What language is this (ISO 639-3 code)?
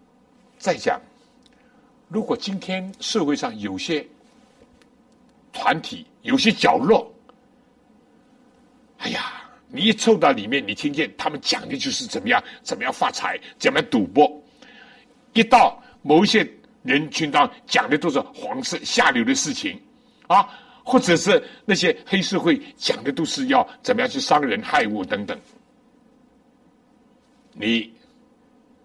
zho